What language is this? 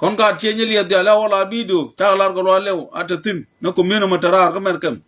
Nuer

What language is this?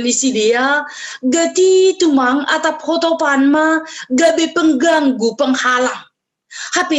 Batak Simalungun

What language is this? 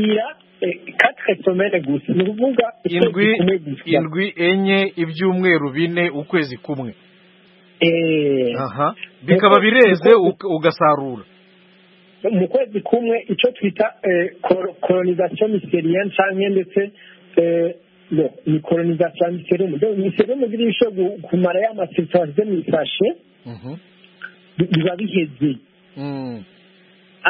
Kinyarwanda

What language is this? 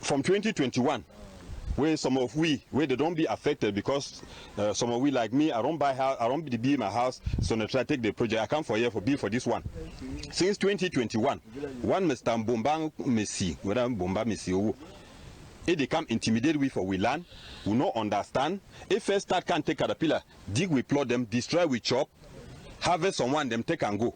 Cameroon Pidgin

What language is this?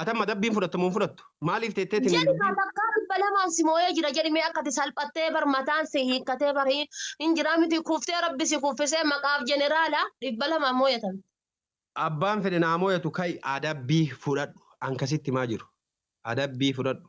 Oromo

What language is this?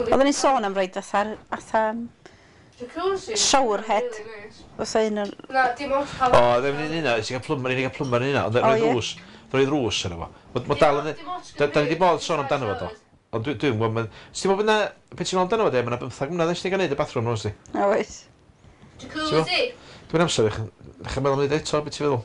Welsh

